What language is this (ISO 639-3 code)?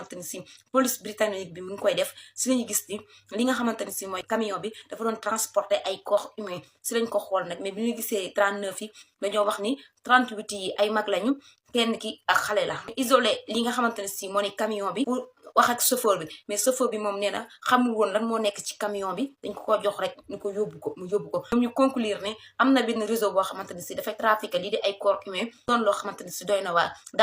wol